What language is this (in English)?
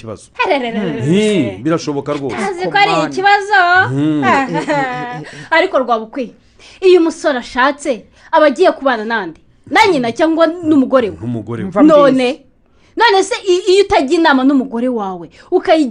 Kinyarwanda